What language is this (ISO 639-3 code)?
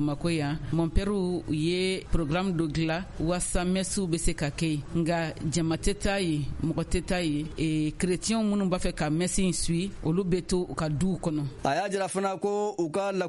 bam